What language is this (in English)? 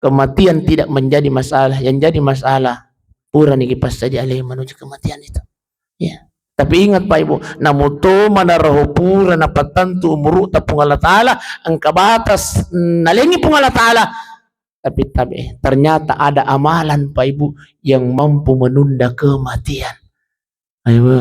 Buginese